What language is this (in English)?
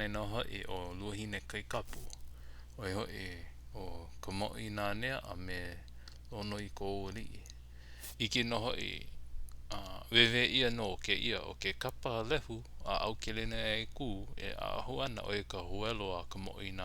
Hawaiian